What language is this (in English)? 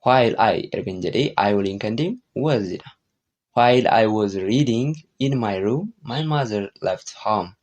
Oromo